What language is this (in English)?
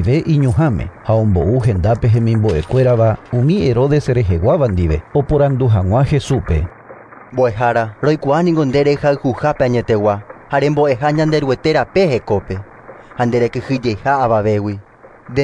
Guarani